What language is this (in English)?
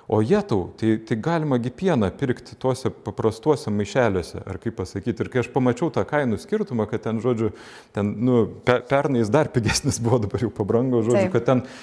Lithuanian